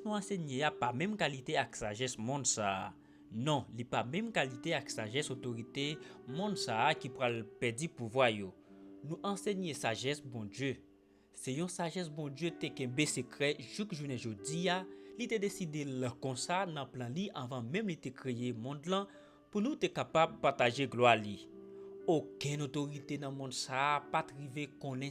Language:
Haitian Creole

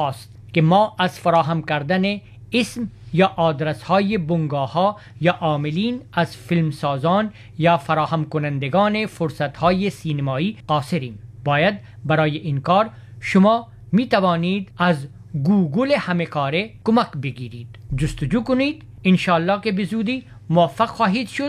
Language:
Persian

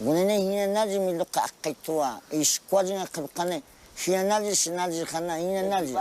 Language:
Cogui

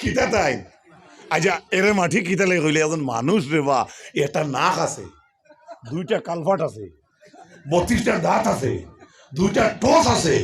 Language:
Sylheti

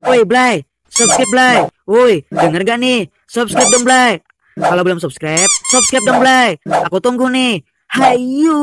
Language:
Banjar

